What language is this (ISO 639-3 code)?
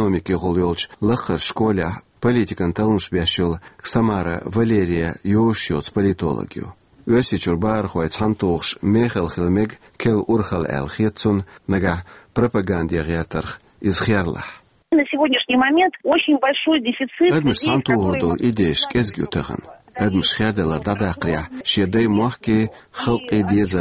che